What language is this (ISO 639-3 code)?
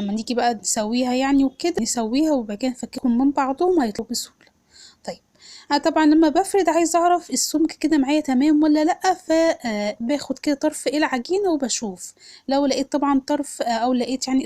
arz